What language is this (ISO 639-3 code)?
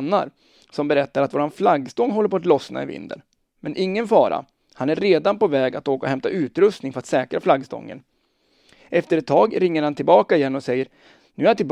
swe